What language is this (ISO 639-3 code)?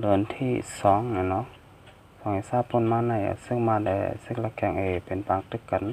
shn